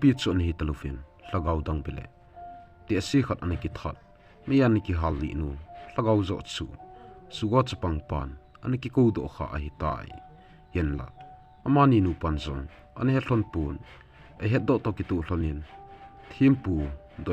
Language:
Thado Chin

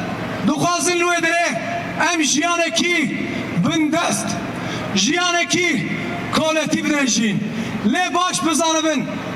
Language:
Kurdish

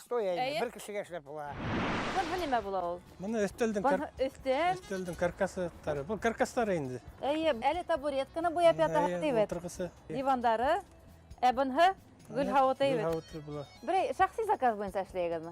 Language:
Bashkir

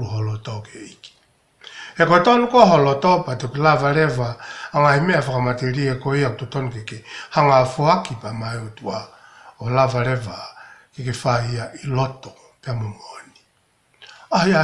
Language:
Tongan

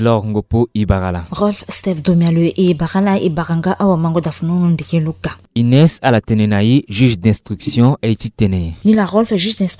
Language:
Sango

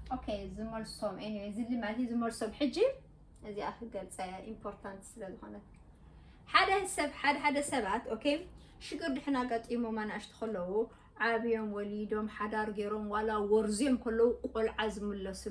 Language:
Tigrinya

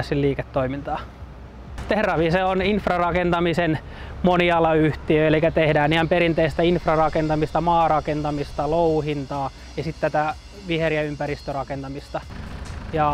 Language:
Finnish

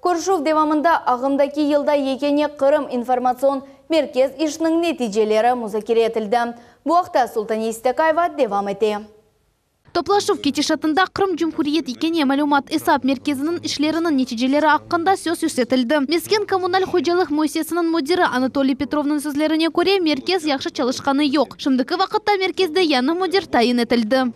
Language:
Crimean Tatar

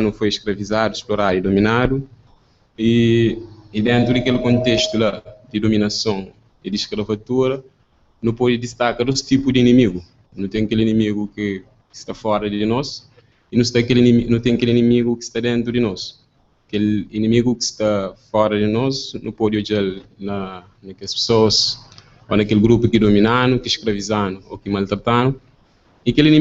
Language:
Kabuverdianu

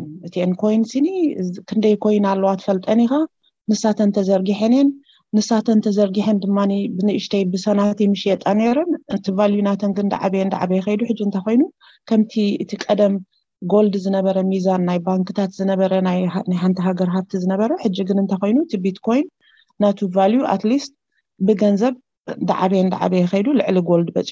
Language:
Tigrinya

